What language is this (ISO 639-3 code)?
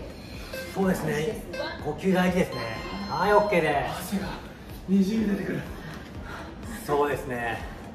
jpn